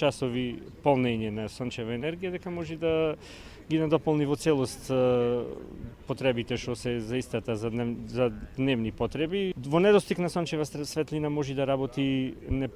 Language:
Macedonian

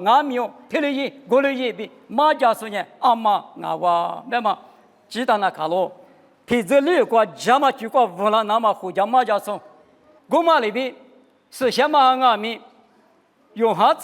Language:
Lisu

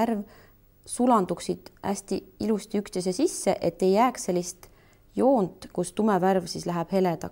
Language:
Estonian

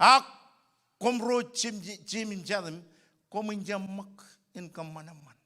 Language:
Marshallese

